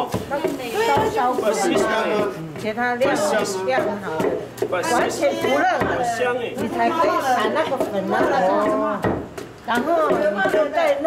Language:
Chinese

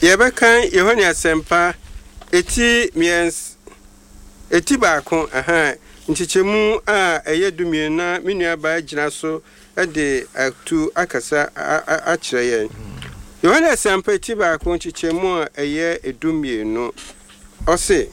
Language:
Akan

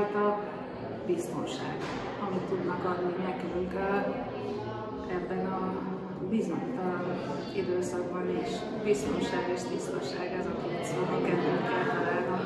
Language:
Hungarian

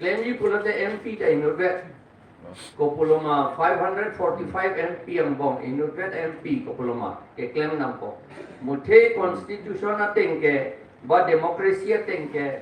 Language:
Karbi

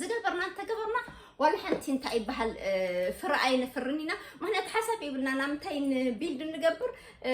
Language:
Tigrinya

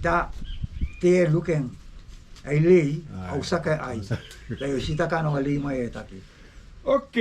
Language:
Sranan Tongo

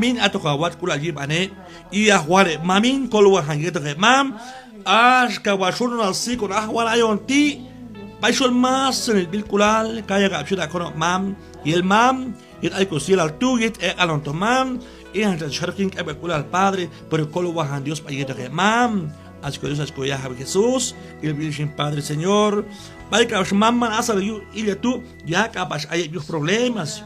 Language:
Q'anjob'al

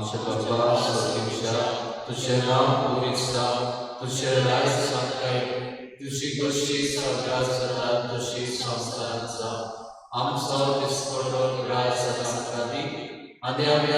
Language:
Konkani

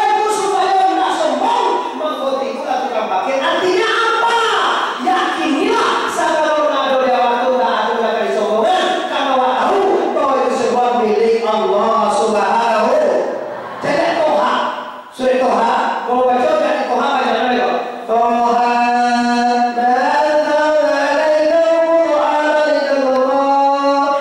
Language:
Minangkabau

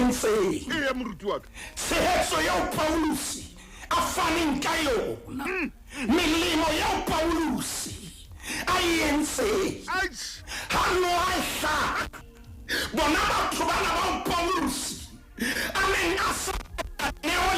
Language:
Southern Sotho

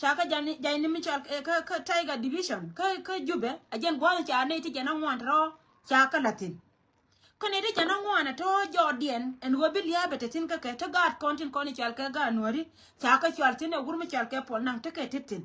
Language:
Nuer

